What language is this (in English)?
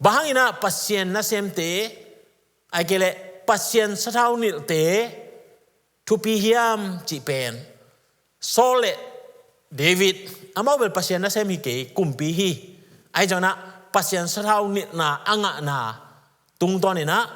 Tedim Chin